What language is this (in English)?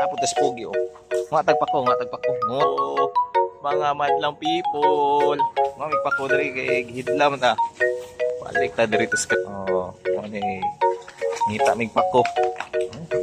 Cebuano